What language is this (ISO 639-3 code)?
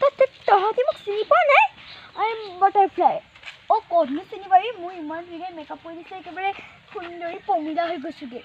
asm